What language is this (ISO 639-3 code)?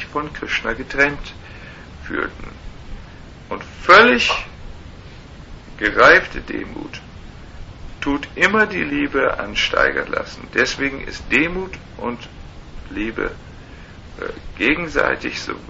deu